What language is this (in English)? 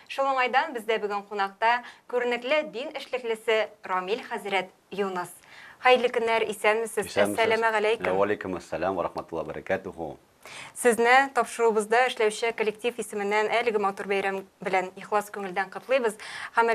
Tatar